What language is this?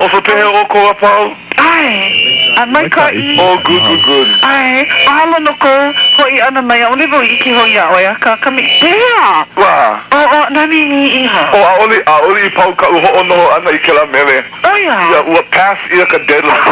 Hawaiian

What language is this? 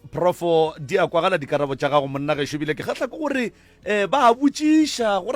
Northern Sotho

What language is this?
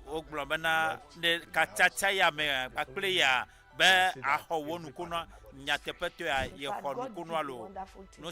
Ewe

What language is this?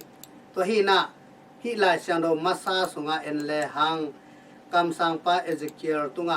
Tedim Chin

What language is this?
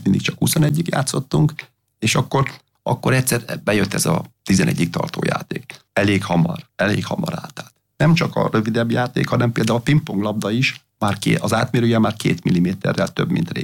Hungarian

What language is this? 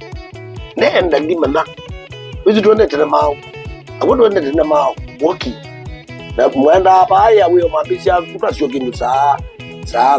Kamba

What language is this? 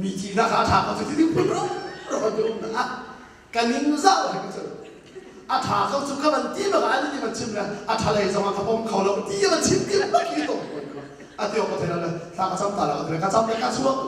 Hakha Chin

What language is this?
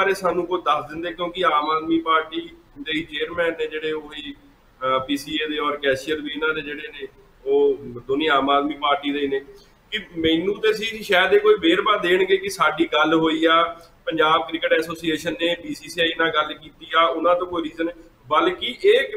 Punjabi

